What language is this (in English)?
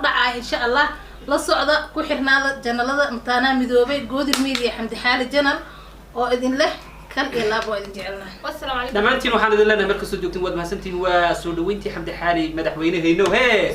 Somali